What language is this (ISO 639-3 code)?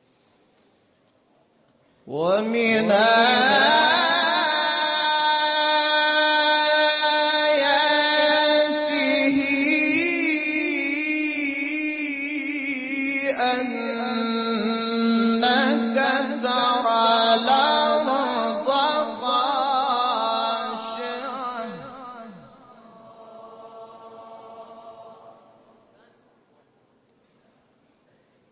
ara